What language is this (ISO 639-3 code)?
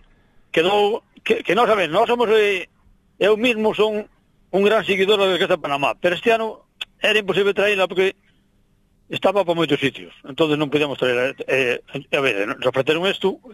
glg